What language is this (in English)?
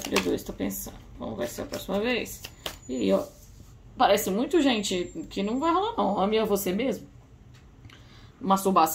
Portuguese